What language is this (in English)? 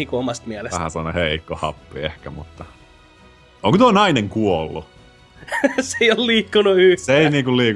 Finnish